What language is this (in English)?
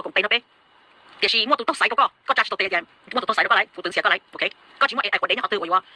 Hmong